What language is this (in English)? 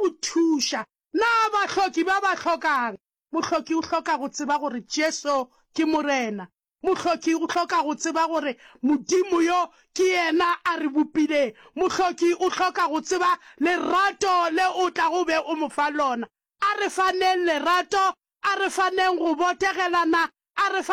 Northern Sotho